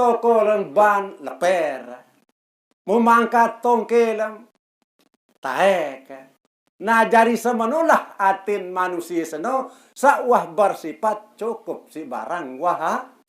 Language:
Sasak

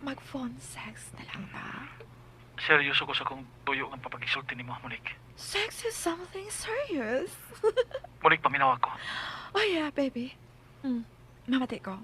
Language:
Cebuano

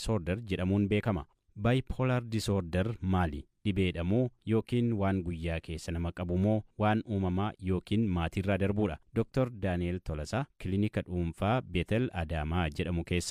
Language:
Oromo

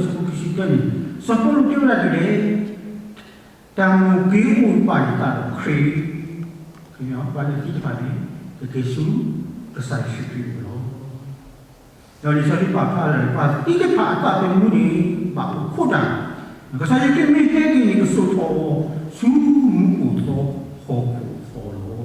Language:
S'gaw Karen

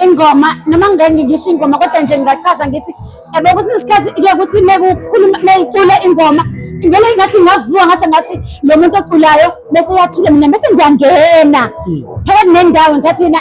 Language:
Zulu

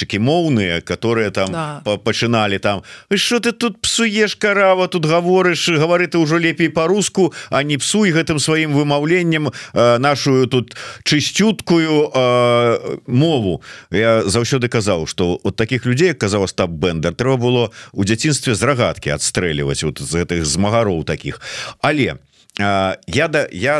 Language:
Belarusian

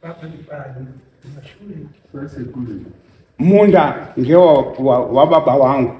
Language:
Shona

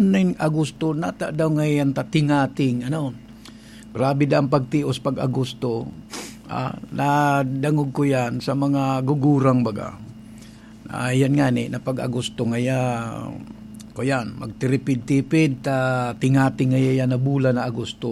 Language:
Bikol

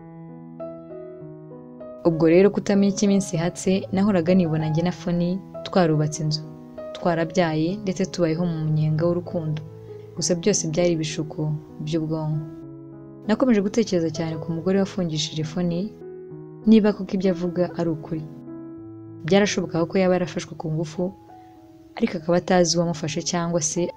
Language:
Kinyarwanda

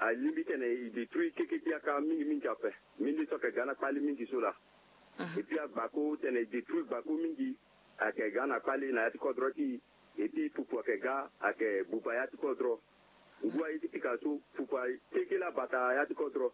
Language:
Sango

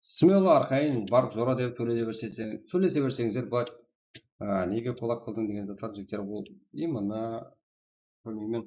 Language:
Kara-Kalpak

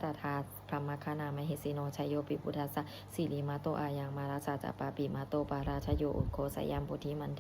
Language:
Pali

